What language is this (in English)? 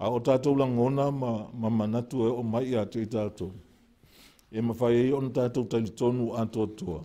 Samoan